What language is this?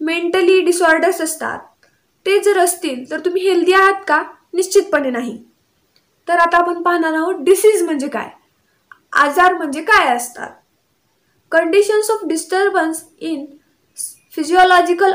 Marathi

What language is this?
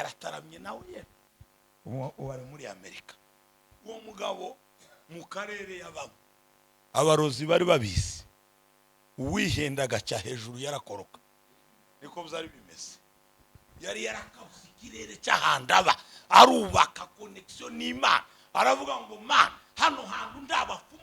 Rundi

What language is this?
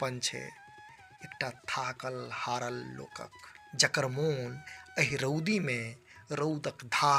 Maithili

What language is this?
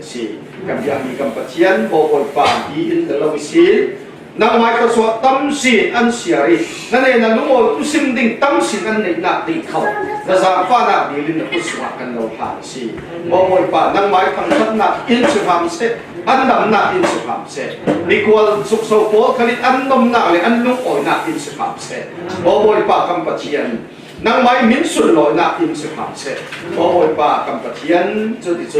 Falam Chin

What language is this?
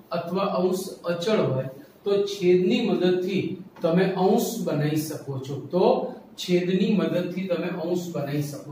Gujarati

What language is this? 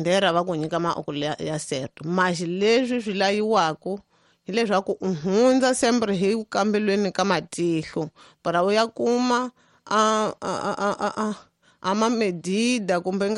Tsonga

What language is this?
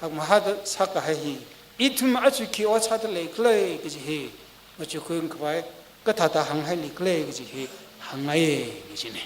Tangkhul Naga (India)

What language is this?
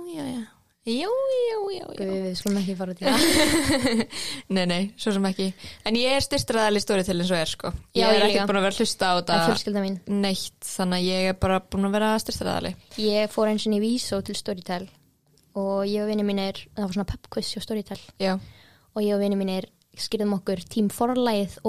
Icelandic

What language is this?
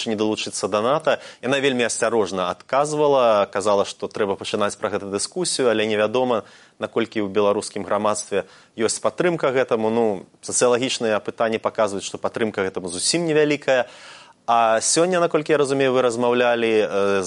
Belarusian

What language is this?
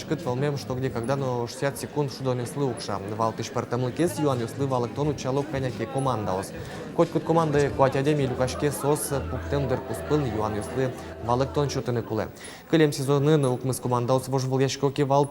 Udmurt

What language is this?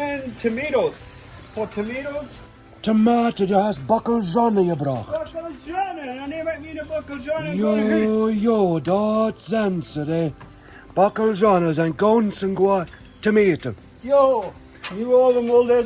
Plautdietsch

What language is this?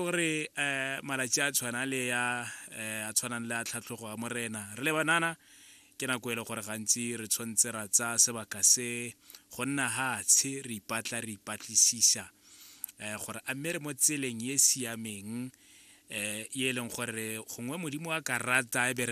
Tswana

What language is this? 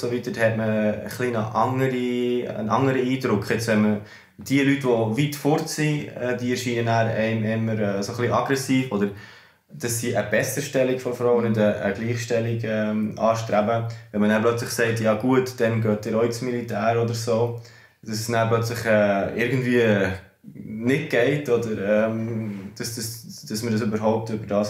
Swiss German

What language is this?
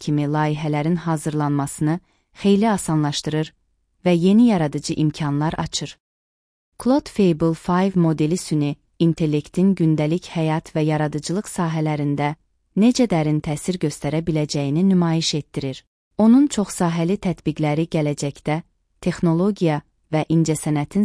Azerbaijani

